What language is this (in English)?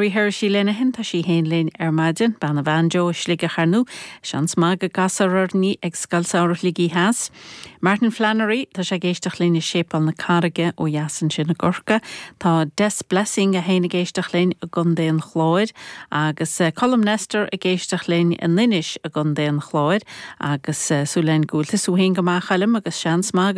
Irish